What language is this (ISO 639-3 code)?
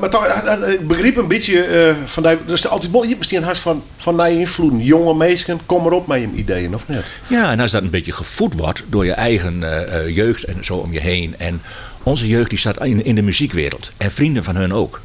fry